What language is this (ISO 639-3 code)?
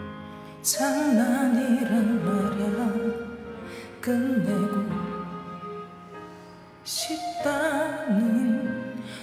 kor